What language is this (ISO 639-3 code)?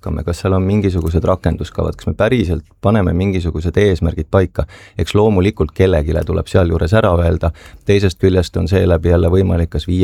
est